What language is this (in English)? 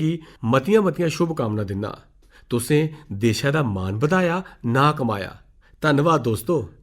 Dogri